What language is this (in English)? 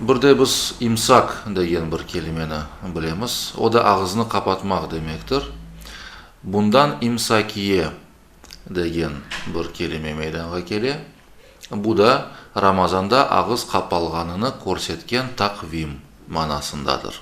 Crimean Tatar